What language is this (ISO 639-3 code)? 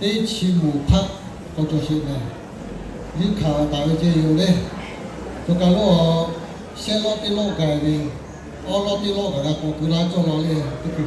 lhu